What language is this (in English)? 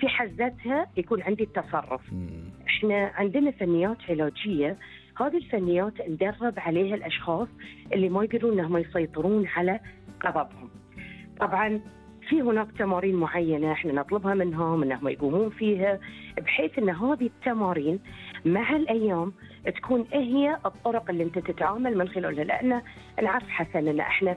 Gulf Arabic